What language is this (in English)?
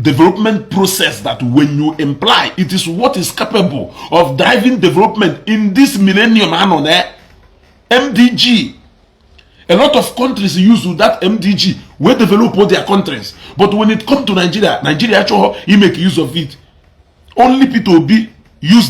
Igbo